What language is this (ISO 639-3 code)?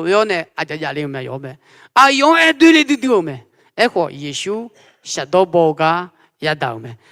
ahk